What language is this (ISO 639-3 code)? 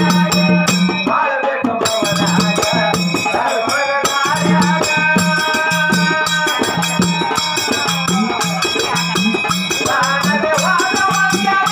kan